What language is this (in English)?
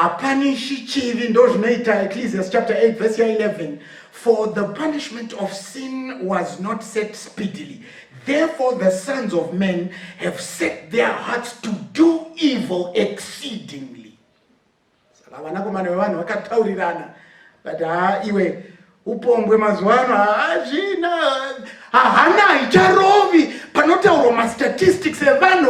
Shona